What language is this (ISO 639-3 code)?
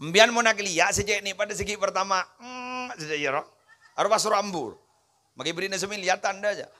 mad